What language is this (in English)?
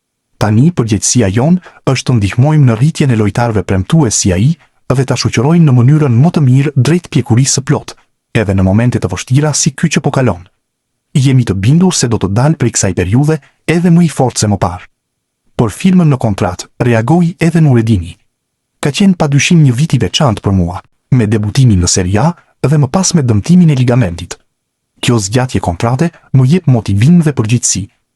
Albanian